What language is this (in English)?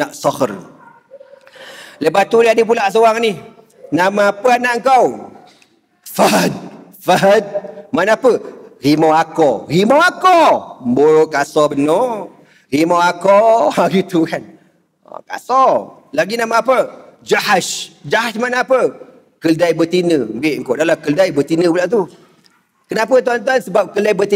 Malay